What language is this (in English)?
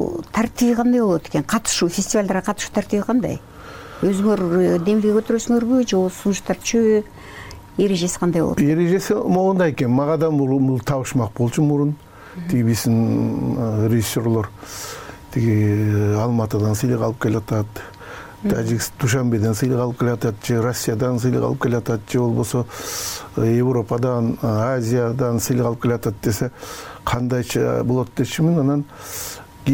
Kyrgyz